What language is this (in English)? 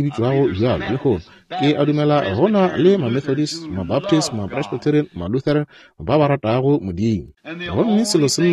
Northern Sotho